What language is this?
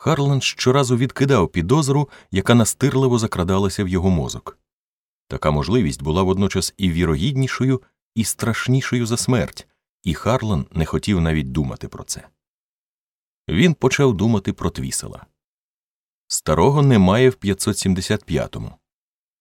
Ukrainian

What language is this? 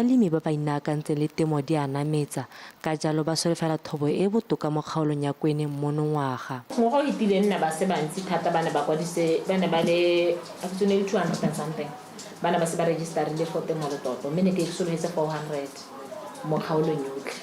Tswana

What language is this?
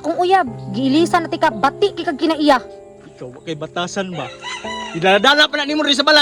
Cebuano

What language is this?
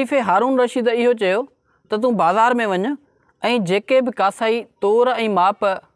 Sindhi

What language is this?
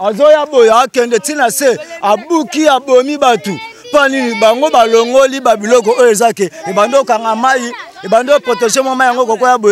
Lingala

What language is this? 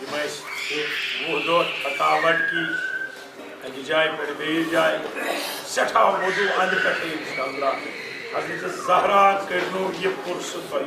Kashmiri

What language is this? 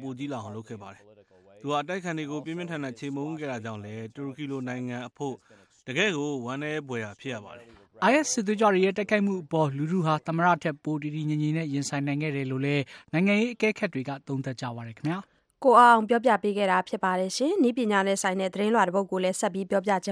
Burmese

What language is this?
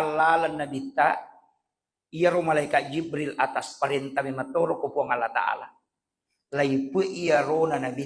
Buginese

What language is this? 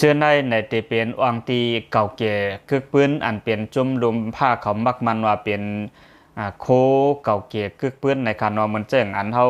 Lao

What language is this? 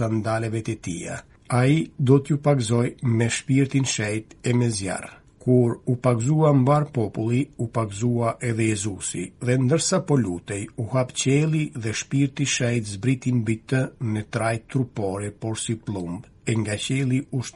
Albanian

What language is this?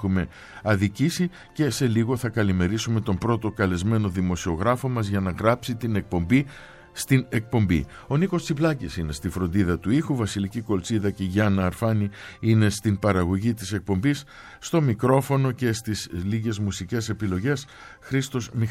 Greek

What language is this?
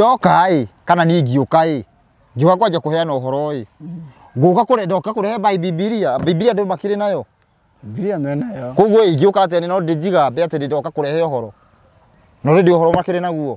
Kikuyu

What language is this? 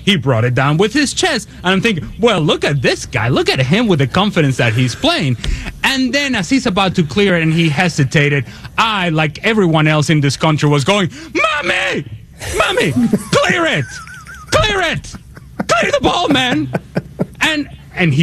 English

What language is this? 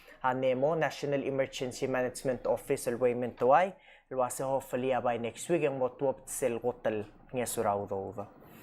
Palauan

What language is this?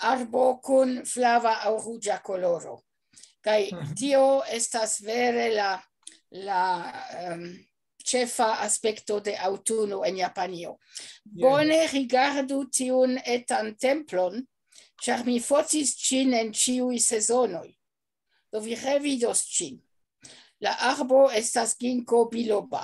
Esperanto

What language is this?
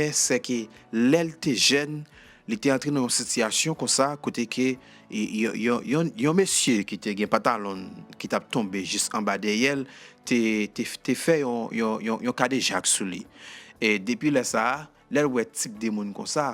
Haitian Creole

